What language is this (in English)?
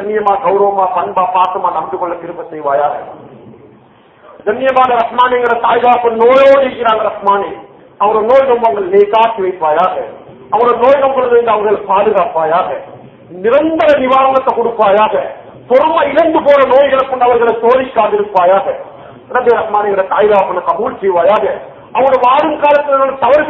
Tamil